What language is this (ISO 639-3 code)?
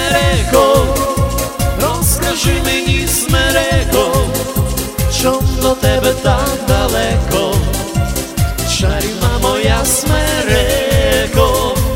ukr